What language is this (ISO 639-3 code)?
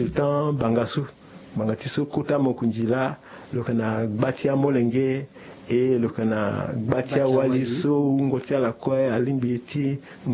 sag